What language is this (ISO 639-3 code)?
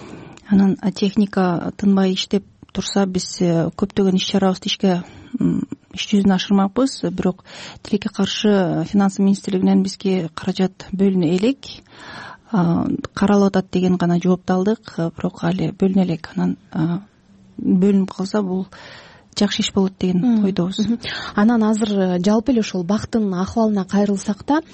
kir